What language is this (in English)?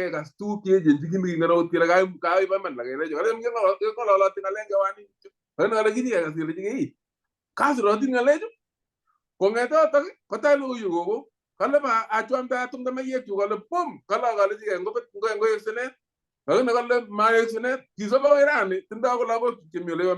Kalenjin